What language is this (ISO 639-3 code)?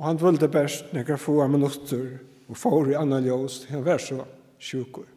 fao